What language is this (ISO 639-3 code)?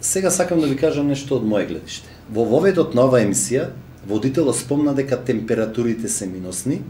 mkd